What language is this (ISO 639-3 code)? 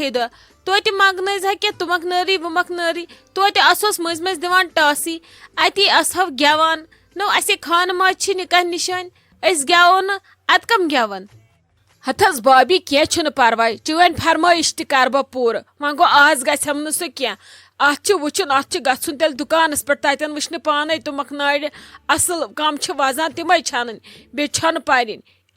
kas